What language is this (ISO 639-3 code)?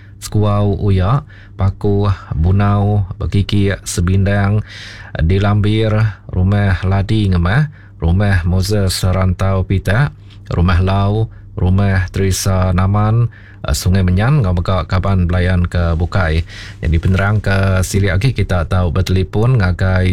iba